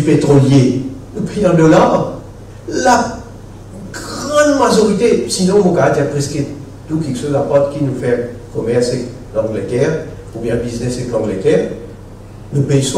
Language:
Morisyen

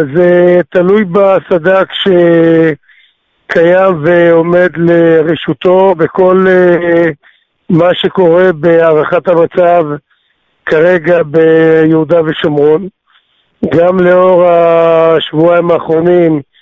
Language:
Hebrew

